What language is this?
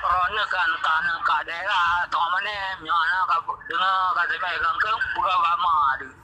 Achinese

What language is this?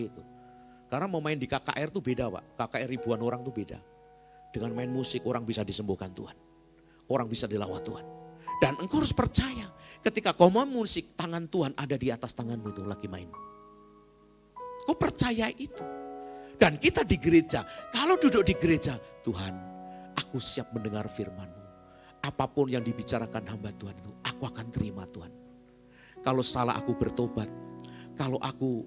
Indonesian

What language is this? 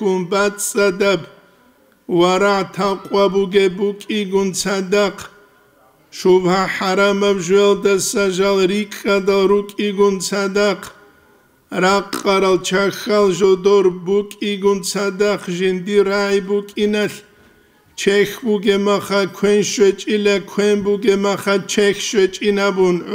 Avaric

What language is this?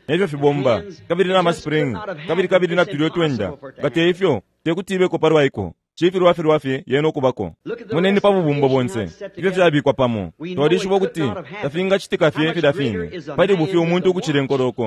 Bemba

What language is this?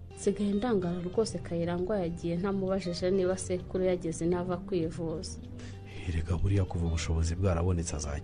Kinyarwanda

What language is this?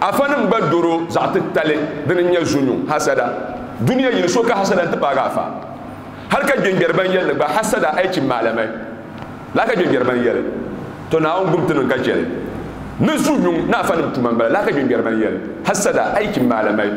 Dagbani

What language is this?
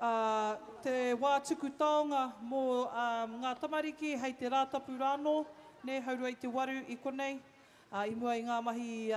Māori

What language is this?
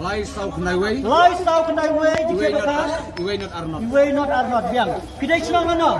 Khasi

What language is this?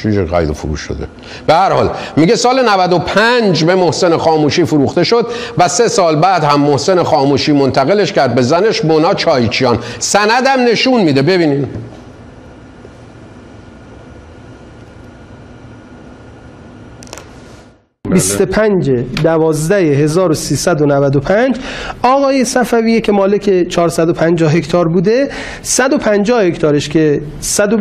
Persian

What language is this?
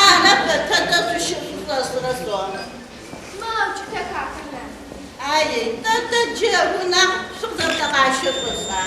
Adyghe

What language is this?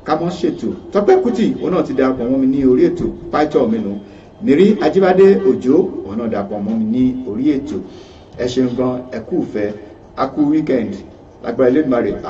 Yoruba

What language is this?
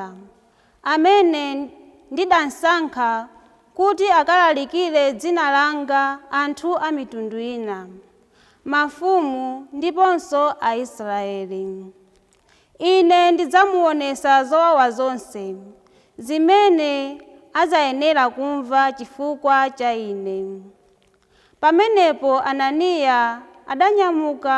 Nyanja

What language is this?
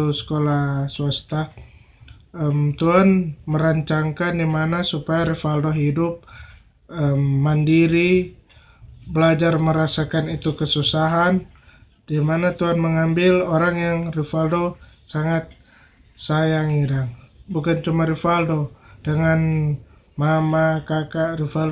Manado Malay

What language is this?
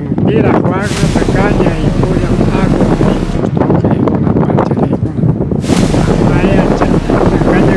Ayacucho Quechua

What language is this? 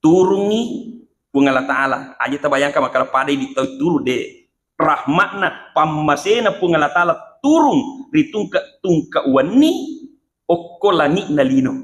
Buginese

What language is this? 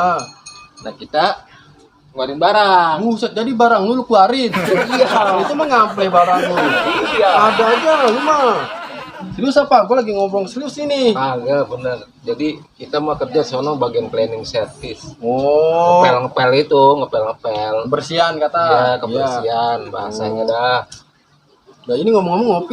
Betawi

